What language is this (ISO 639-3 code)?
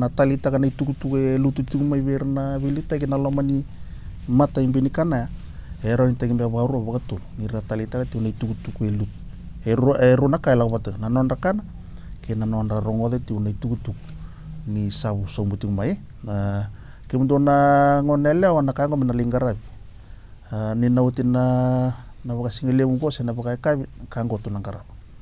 fij